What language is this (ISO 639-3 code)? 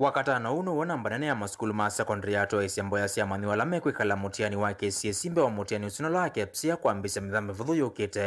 kam